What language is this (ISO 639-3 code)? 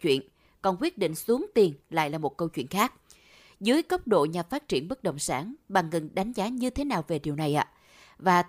vie